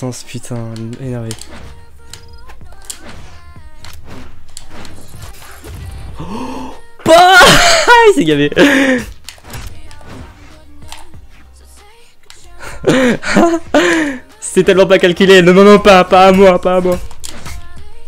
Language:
French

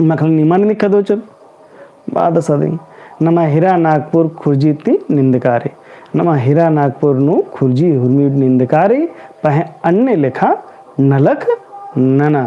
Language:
Kurukh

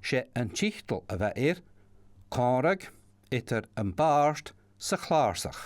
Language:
Scottish Gaelic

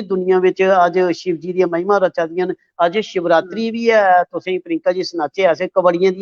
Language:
Dogri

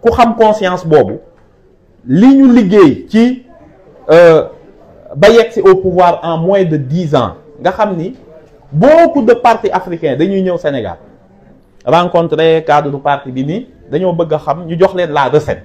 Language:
Wolof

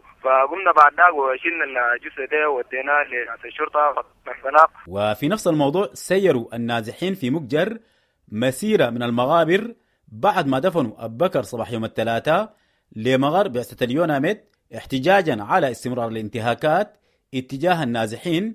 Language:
Sudanese Arabic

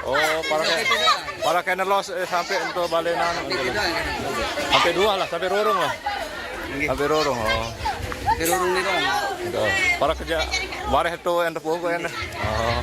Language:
Sasak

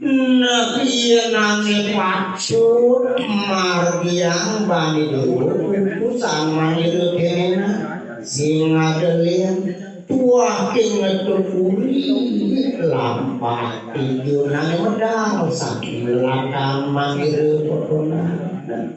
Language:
Balinese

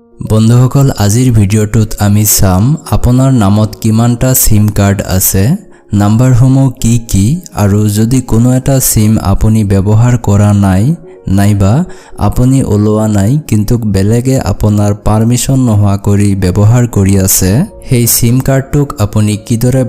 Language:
Assamese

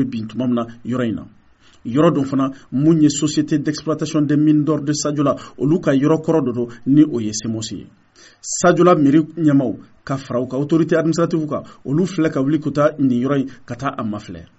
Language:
Bambara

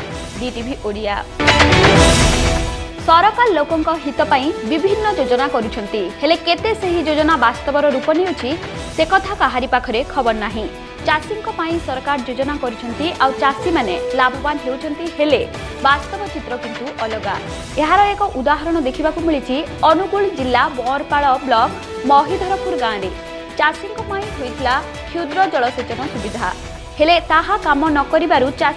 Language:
Odia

